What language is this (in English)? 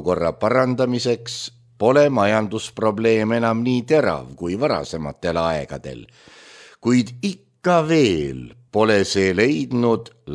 Estonian